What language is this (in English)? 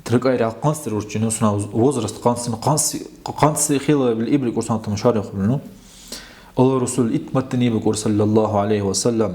Dargwa